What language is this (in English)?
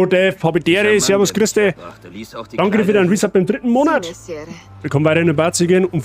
Bavarian